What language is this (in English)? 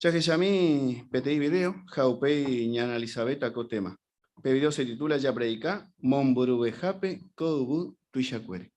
Guarani